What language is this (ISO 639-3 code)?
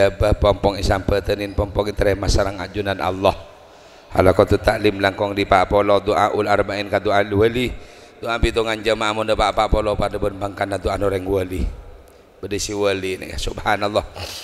mad